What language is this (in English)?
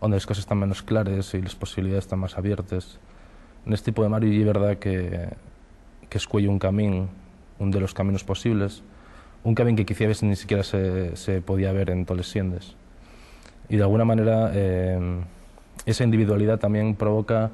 Asturian